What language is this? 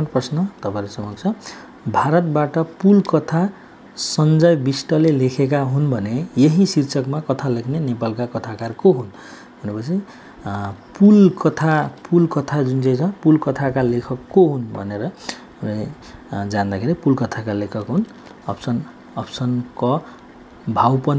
Nepali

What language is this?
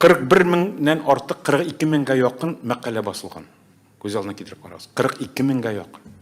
Tatar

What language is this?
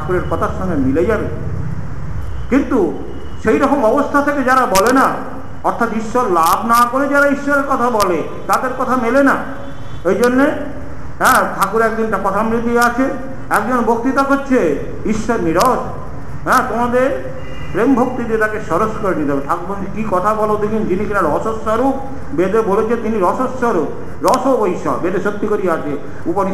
Bangla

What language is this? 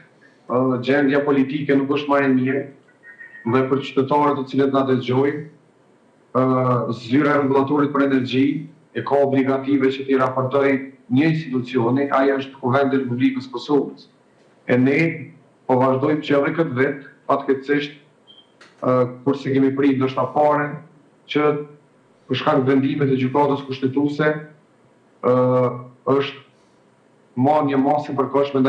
Albanian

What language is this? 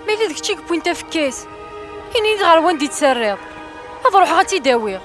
Kabyle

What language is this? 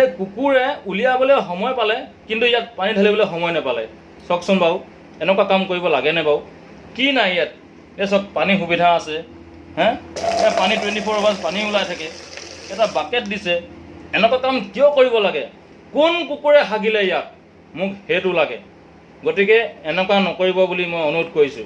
Assamese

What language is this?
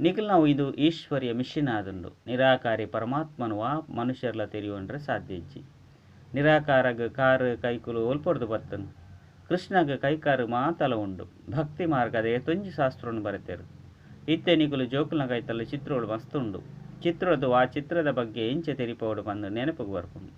Tulu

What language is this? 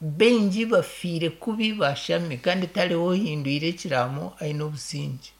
Nyankole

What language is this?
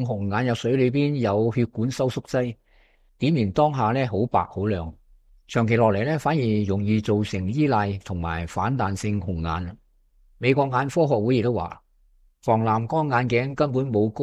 Cantonese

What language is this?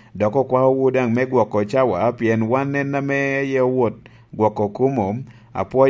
Lango (Uganda)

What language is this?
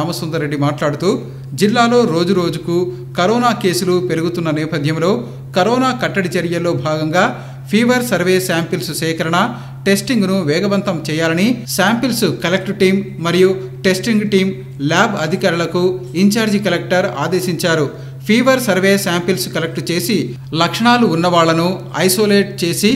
Telugu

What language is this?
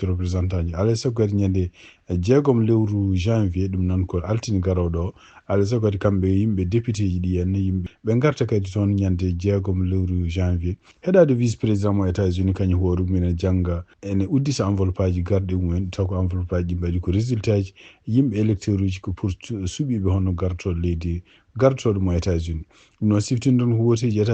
Fula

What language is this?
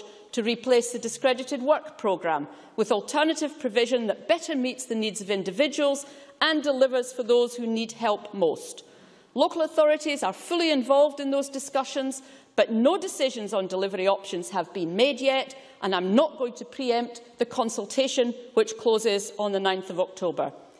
English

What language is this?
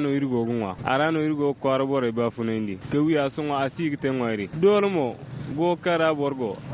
Zarma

